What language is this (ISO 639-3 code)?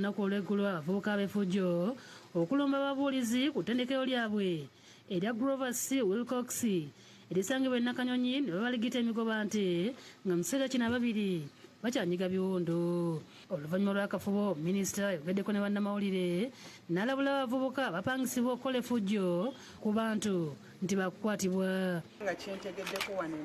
lug